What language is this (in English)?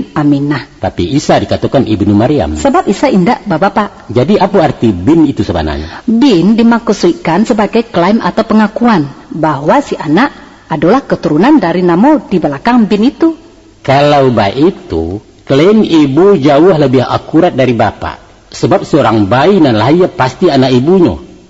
Minangkabau